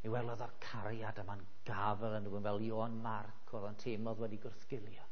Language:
Welsh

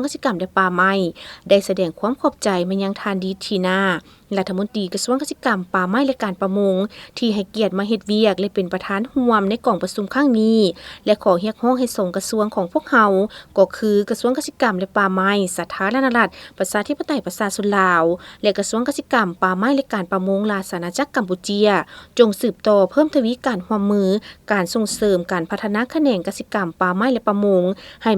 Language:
Lao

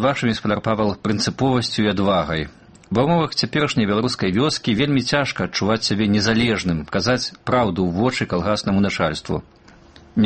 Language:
Belarusian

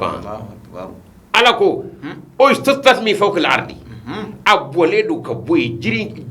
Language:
Bambara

